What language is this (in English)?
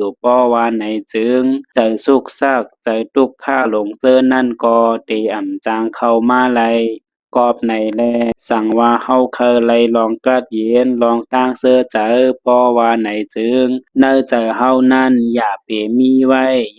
Shan